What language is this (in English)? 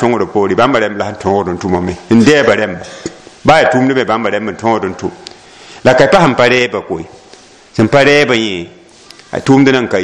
Mossi